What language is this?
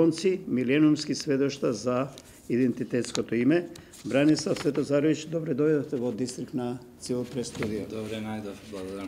Macedonian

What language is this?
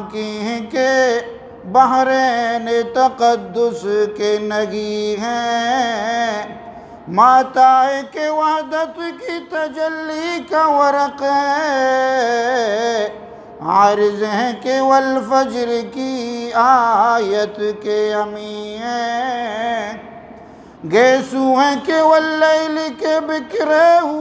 Eastern Balochi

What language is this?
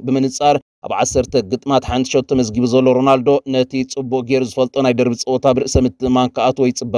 Tigrinya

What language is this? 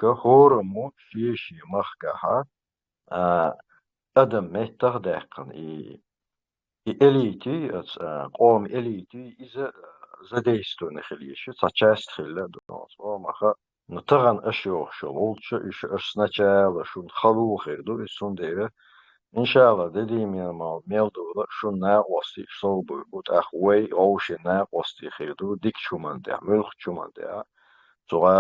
Chechen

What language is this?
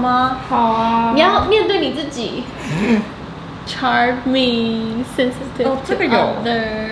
Chinese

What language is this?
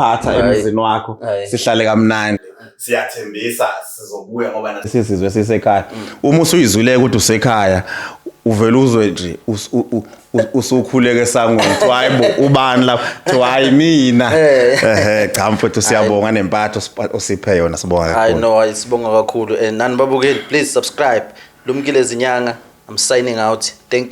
Zulu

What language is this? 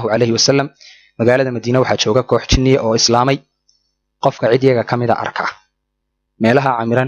Somali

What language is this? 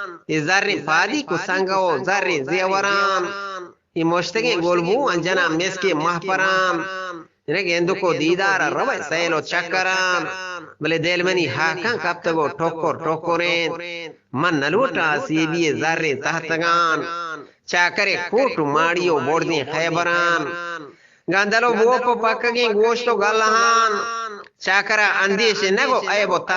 Eastern Balochi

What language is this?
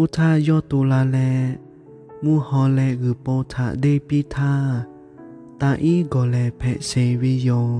Lahu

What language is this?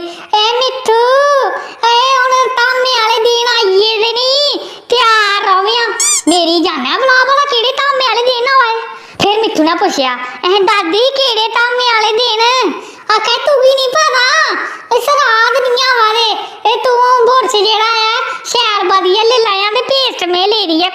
Dogri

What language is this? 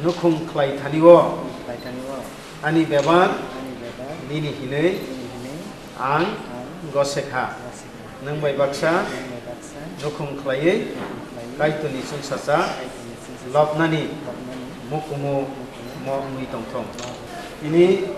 Kok Borok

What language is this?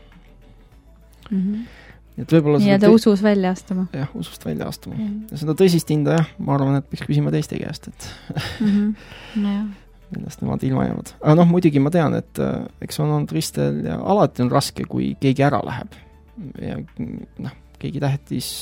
Estonian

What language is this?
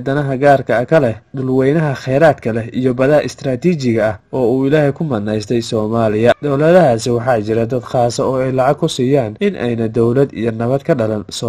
Somali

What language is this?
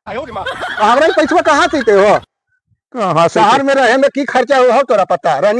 Magahi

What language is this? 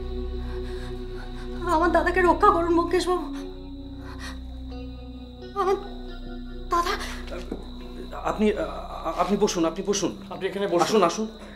Bangla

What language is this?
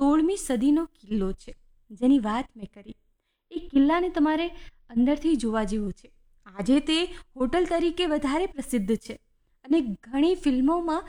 Gujarati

